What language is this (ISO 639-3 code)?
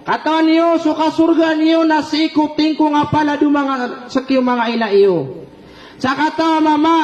mrw